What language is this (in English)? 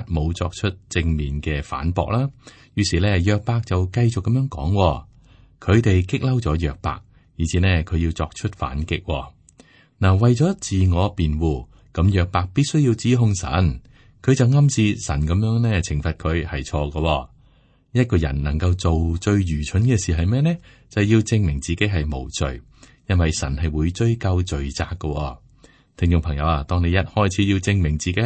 Cantonese